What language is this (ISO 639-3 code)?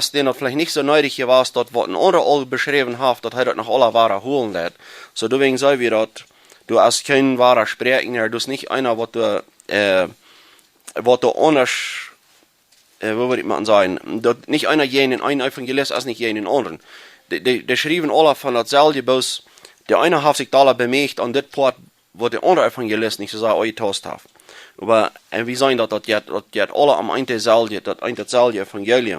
pdt